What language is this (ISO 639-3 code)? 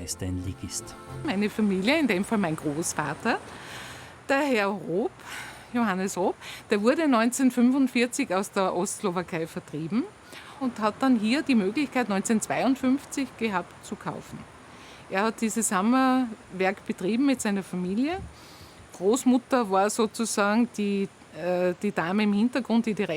bar